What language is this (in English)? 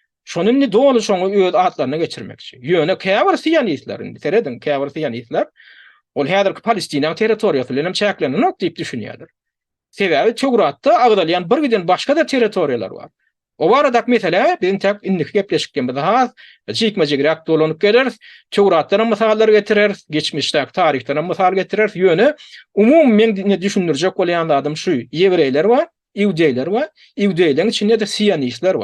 Turkmen